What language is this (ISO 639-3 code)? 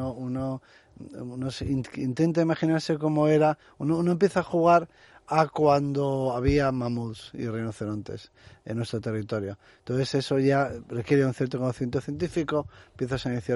spa